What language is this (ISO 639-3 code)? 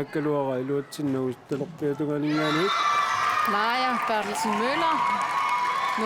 kal